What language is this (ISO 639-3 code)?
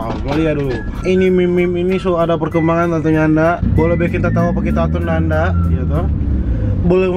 xmm